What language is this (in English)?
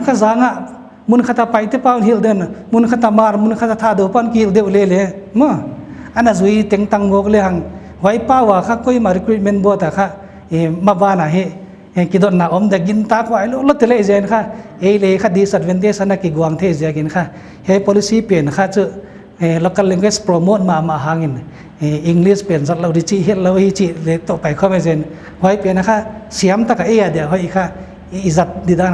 Paite Chin